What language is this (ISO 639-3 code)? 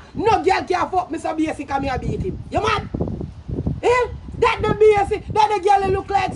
jam